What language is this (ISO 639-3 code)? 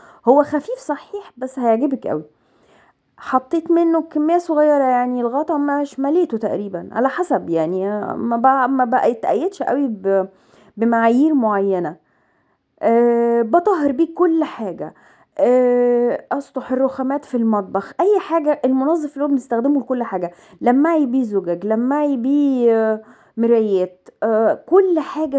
arz